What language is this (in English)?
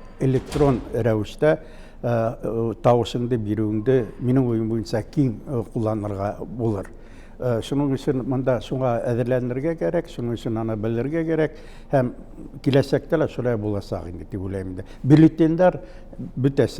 Bashkir